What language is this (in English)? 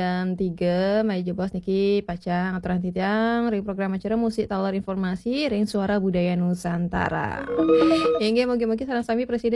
Balinese